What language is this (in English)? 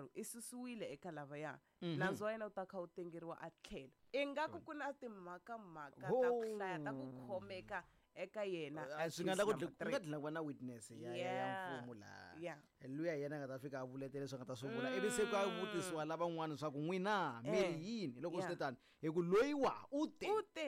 Tsonga